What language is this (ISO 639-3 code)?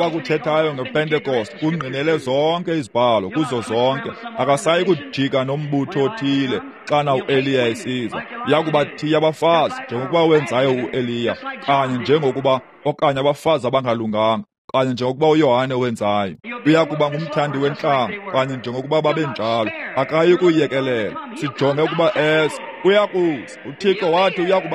xho